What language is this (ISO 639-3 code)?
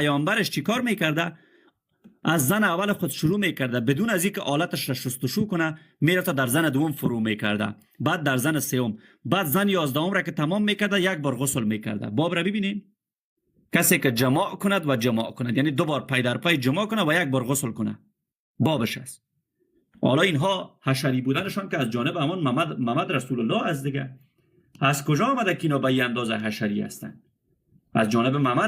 fas